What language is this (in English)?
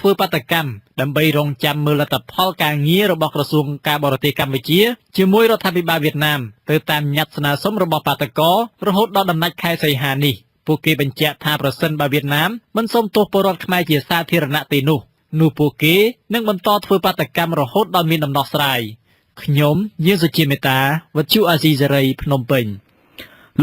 Khmer